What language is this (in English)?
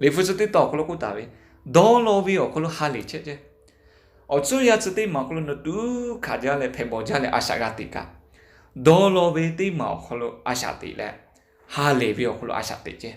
Lahu